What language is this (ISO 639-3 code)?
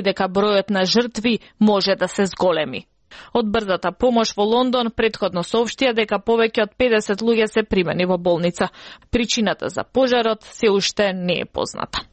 mkd